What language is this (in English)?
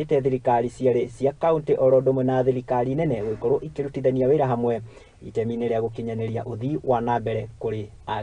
Kikuyu